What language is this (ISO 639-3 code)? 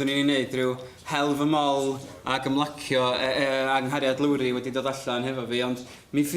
cym